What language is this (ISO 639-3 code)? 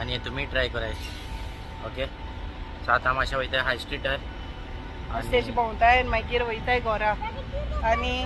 kok